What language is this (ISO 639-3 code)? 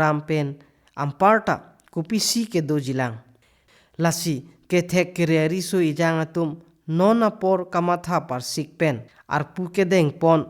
mjw